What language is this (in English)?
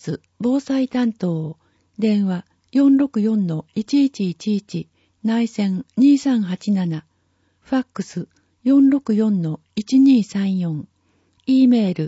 Japanese